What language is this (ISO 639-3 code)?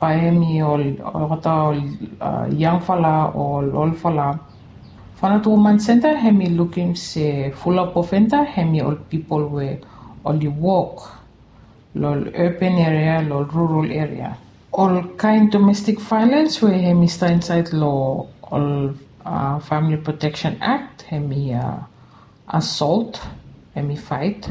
bis